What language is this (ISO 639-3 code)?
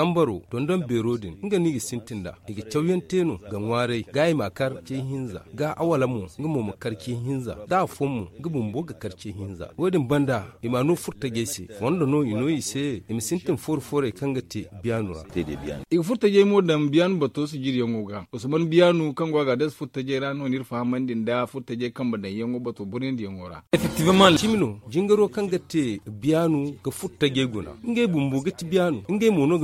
dje